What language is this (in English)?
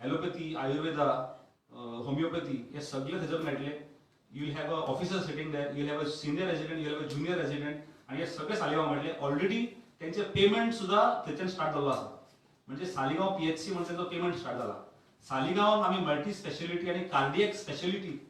Konkani